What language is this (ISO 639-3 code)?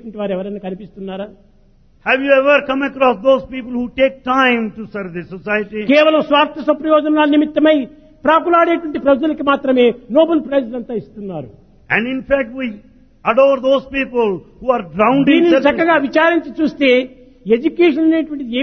tel